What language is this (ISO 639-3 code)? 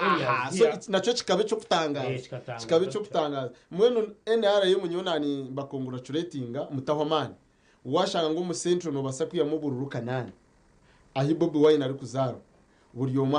nyn